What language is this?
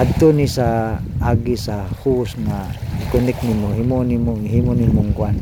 Cebuano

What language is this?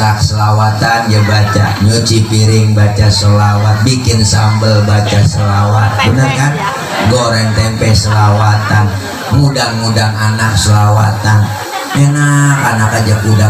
Betawi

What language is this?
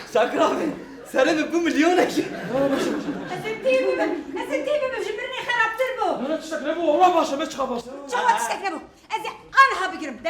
Kurdish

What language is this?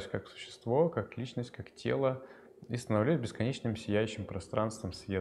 Russian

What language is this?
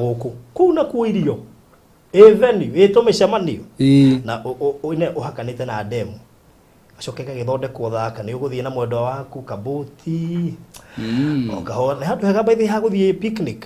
Kikuyu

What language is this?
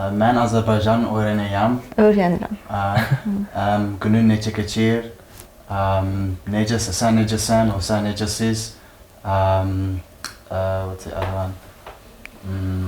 Azerbaijani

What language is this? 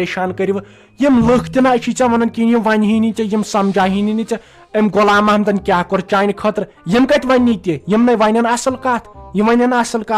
Kashmiri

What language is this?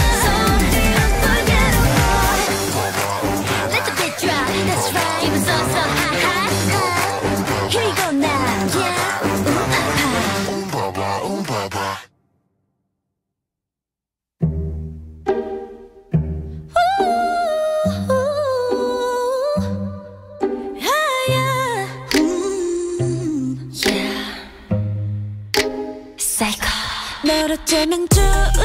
Korean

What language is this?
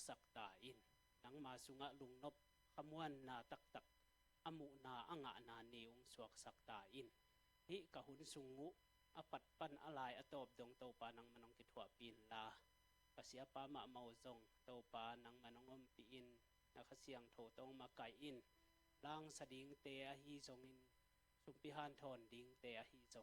Tedim Chin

